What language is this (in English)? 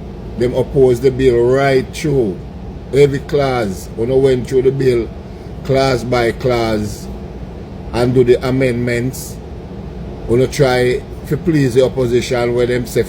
Jamaican Creole English